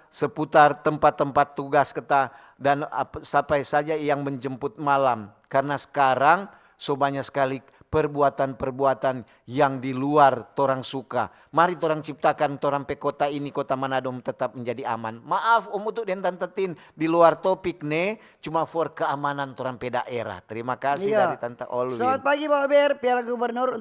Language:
Manado Malay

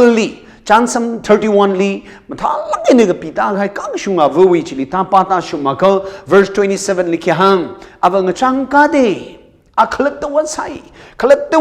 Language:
Tangkhul Naga (India)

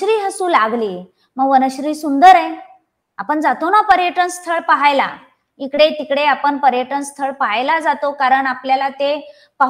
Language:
Marathi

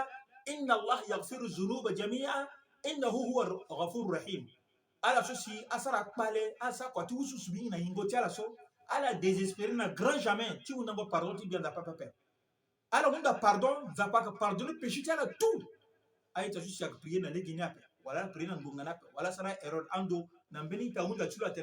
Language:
Sango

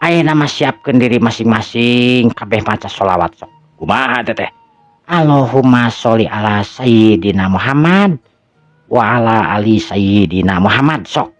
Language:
Sundanese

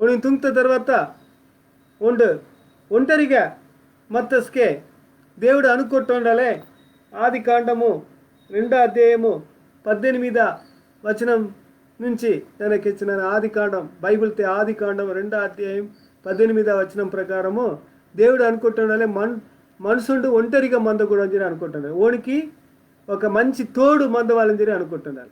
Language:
Koya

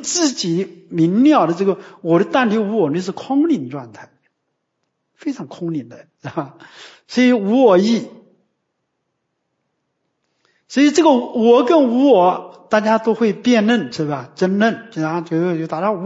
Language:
Chinese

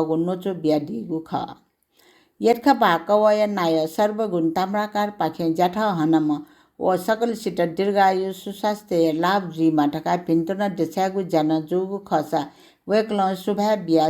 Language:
Newari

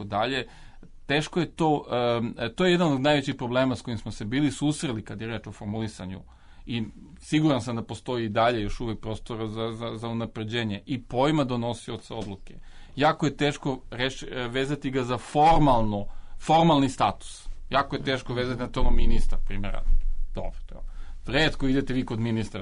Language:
Serbian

